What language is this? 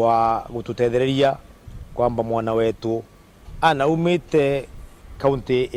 Meru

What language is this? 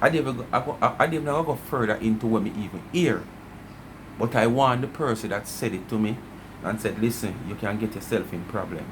Jamaican Creole English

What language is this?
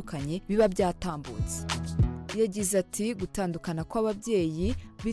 Kinyarwanda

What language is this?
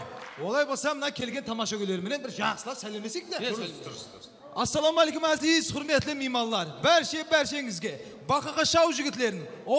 Kara-Kalpak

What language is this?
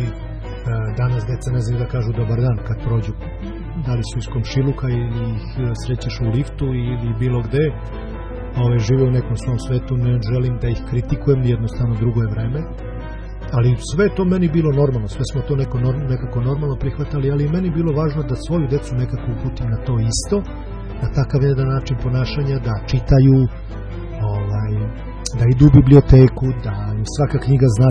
Serbian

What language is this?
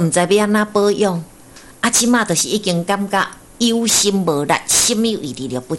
Min Nan Chinese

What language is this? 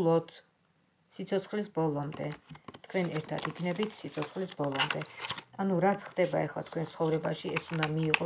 Georgian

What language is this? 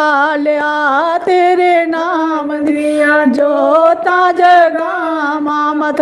Dogri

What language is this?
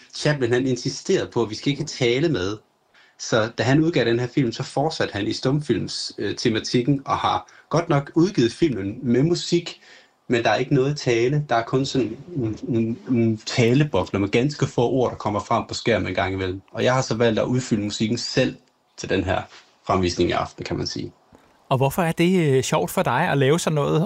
Danish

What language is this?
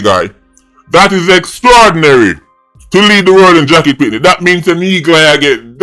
Jamaican Creole English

